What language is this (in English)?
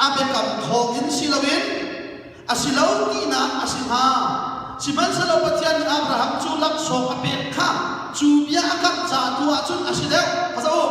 Hakha Chin